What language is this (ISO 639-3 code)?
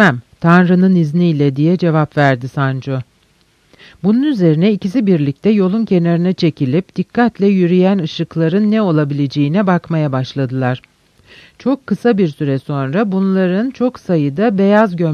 tur